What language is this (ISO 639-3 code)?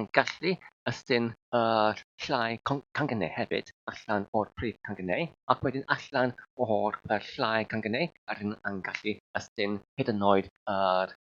cym